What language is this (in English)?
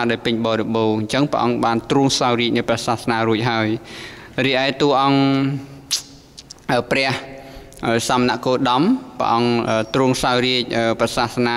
Khmer